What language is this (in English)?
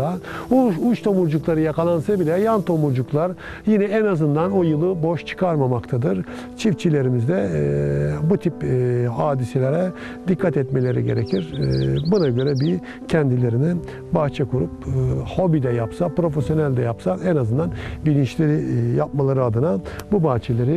Turkish